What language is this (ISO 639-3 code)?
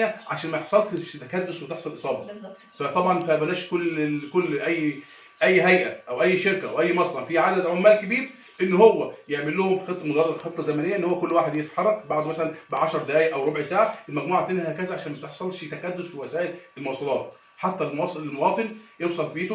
arz